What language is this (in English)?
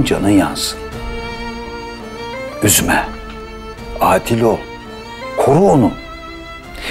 Turkish